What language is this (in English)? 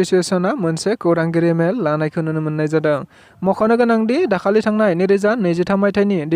Bodo